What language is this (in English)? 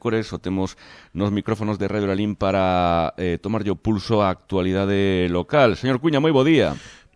Galician